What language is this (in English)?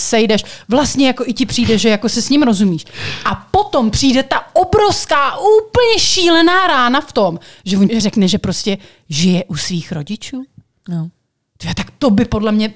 Czech